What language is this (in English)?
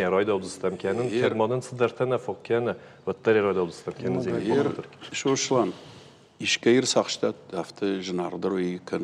Ossetic